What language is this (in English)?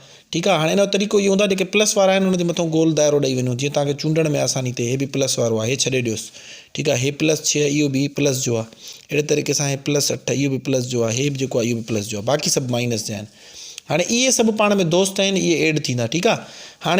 Sindhi